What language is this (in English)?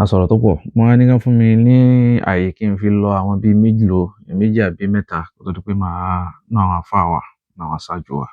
Yoruba